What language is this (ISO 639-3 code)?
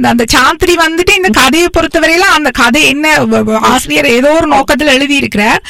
tam